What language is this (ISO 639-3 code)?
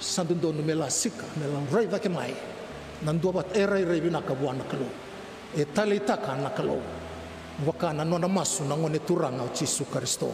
fij